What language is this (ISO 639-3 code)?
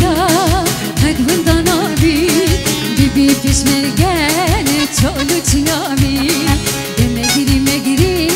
kur